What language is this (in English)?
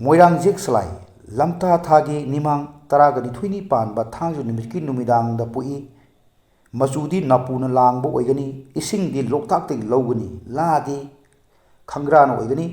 Manipuri